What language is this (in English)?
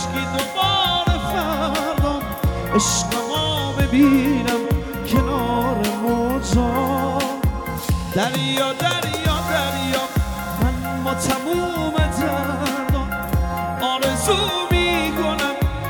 Persian